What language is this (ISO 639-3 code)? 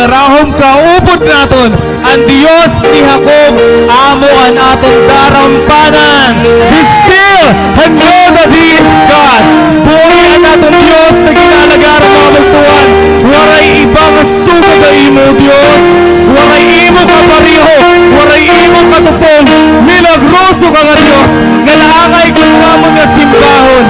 war